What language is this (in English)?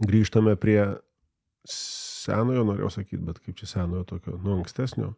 Lithuanian